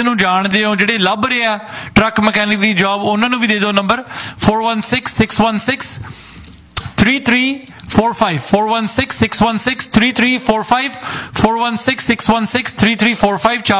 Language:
Punjabi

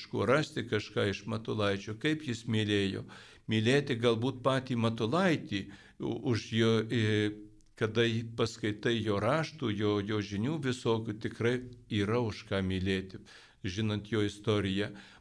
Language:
Lithuanian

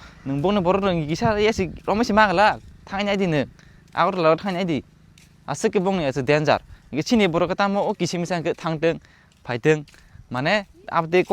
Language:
Kok Borok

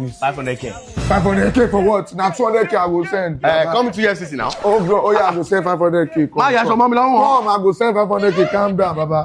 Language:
Nigerian Pidgin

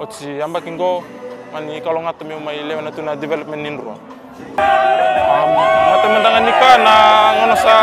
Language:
Fijian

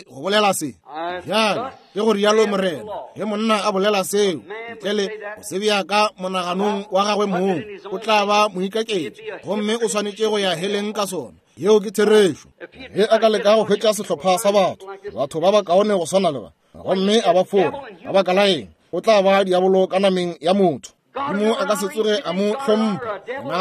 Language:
Northern Sotho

